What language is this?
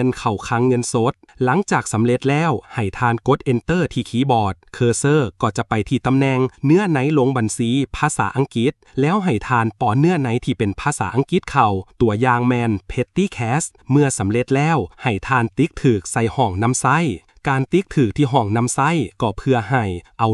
Lao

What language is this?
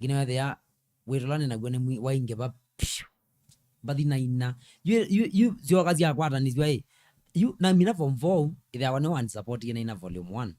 Kamba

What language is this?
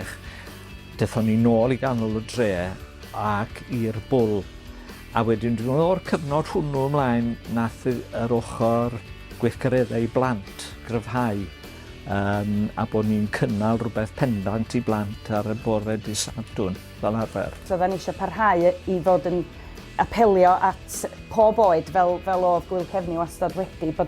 Welsh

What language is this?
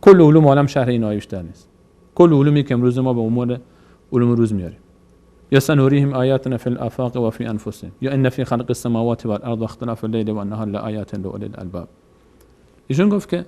Persian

